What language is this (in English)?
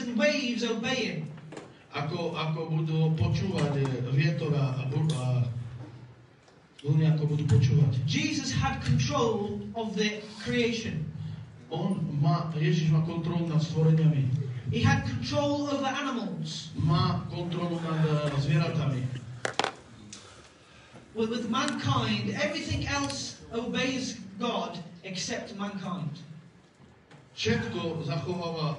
Slovak